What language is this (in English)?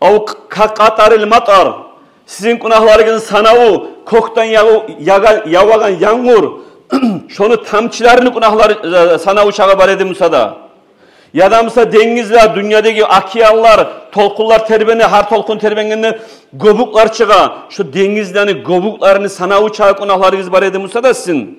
Kumyk